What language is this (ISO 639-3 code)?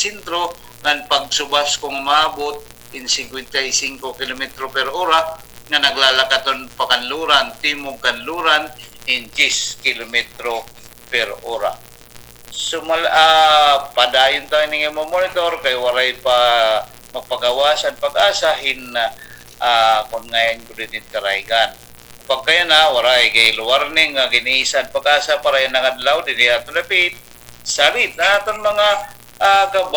war